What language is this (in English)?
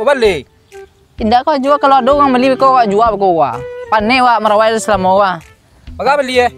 Minangkabau